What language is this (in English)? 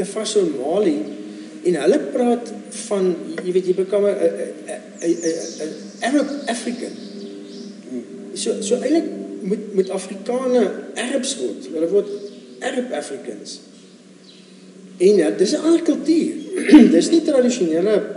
Afrikaans